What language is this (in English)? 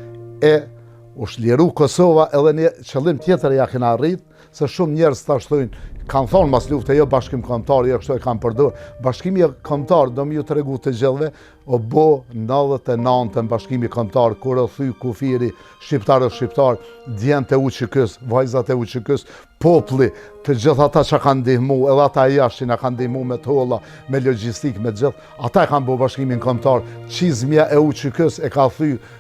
Albanian